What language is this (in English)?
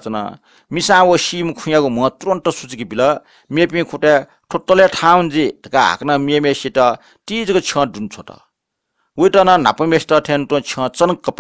Newari